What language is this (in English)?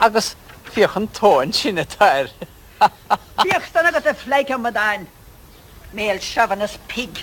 Irish